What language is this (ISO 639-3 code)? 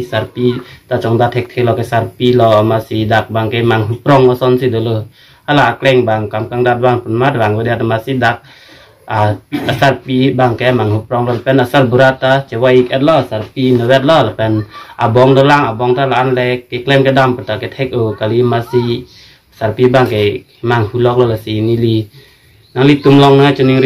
mjw